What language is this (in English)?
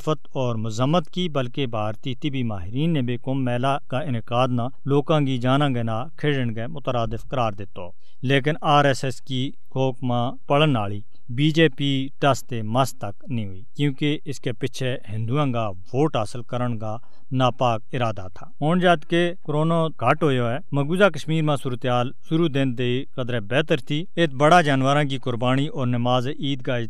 Gujari